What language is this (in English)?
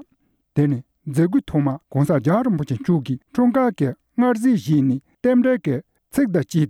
Tibetan